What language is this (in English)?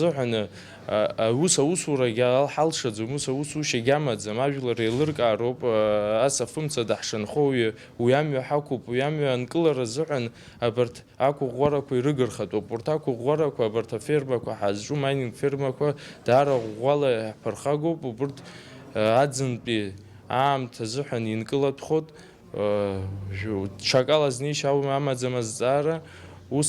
Abkhazian